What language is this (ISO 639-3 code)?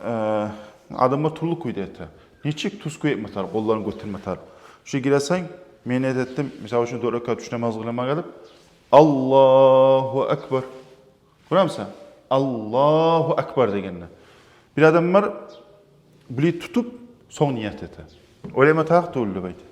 kum